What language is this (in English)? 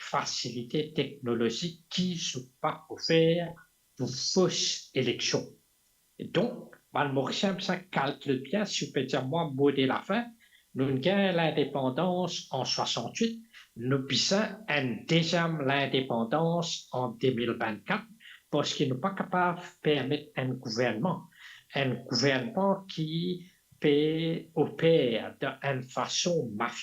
Morisyen